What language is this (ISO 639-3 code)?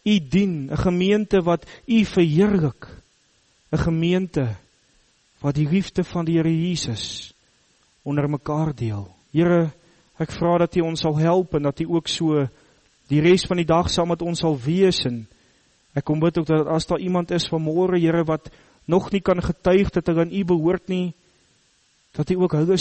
afr